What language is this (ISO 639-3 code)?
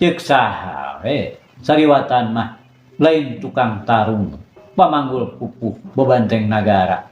sun